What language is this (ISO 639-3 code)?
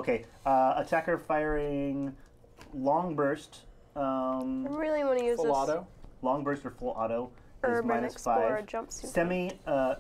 eng